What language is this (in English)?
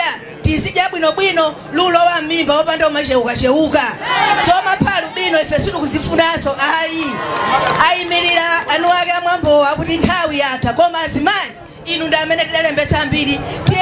Nyanja